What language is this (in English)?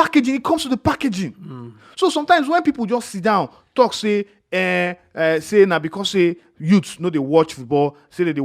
Nigerian Pidgin